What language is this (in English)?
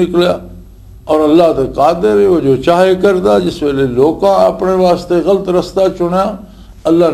Western Panjabi